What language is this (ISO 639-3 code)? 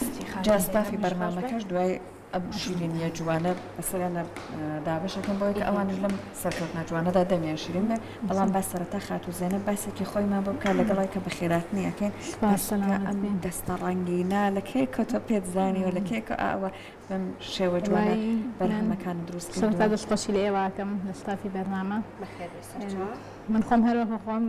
ckb